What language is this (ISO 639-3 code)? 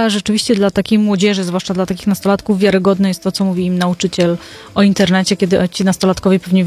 pol